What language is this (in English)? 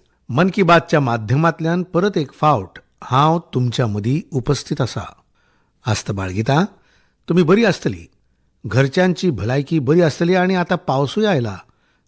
Konkani